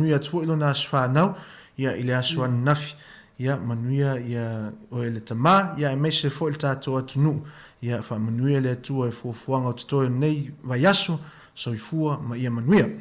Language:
Samoan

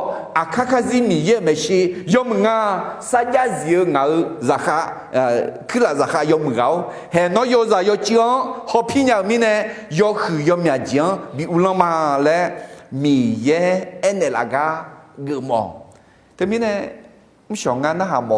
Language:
Akha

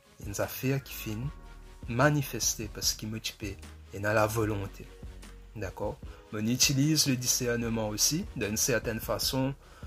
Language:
Morisyen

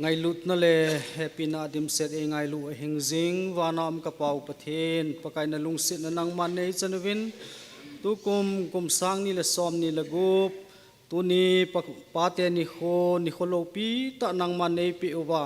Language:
Thado Chin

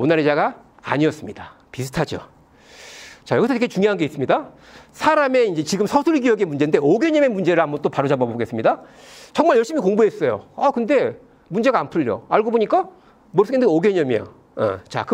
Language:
Korean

